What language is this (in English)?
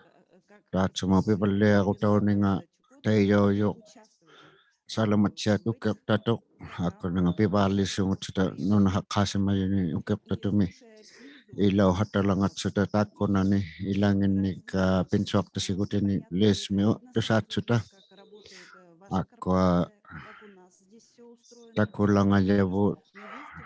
Inuktitut